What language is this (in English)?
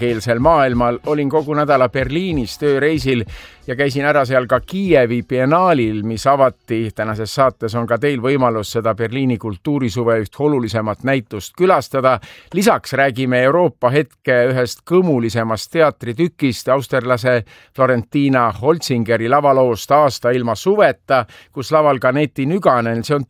Estonian